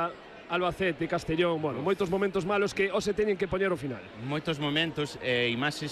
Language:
Galician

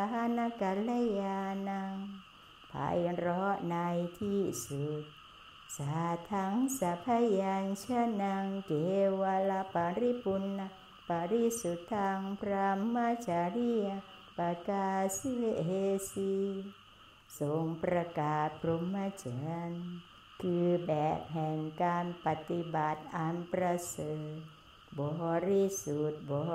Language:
Thai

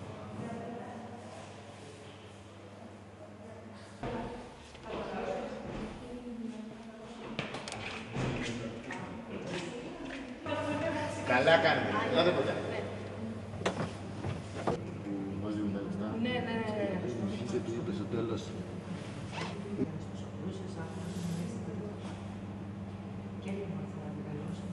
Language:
Greek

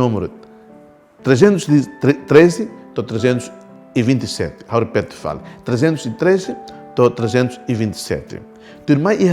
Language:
Tetum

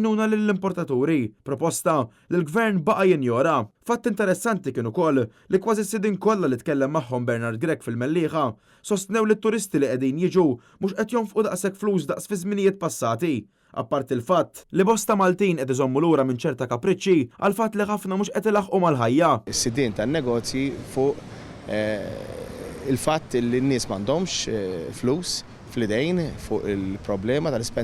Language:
Maltese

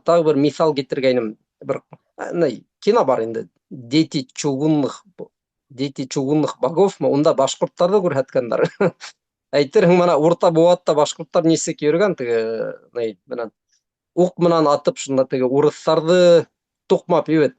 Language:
Bashkir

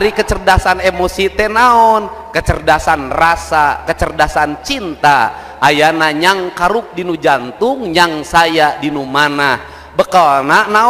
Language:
Sundanese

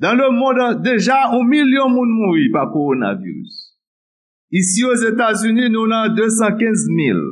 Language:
Haitian Creole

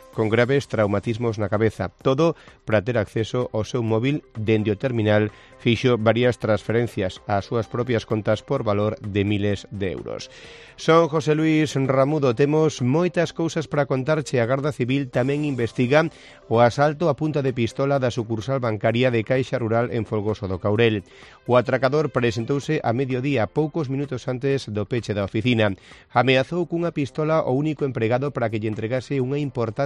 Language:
Galician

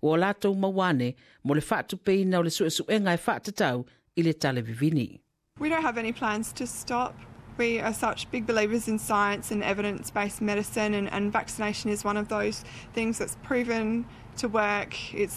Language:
Samoan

